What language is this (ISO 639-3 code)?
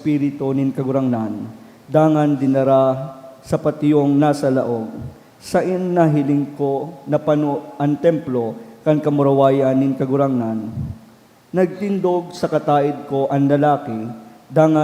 bik